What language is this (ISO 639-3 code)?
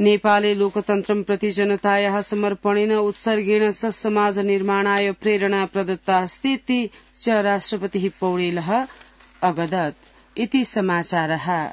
san